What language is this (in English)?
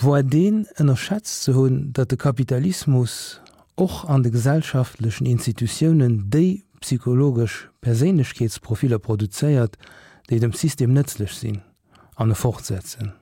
Luxembourgish